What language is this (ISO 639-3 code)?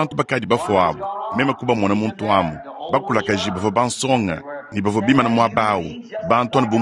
lua